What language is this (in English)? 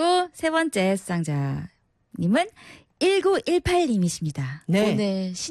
Korean